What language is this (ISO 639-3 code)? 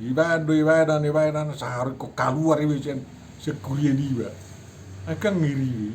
bbc